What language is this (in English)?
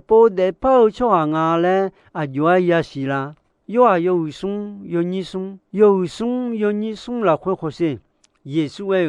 Akha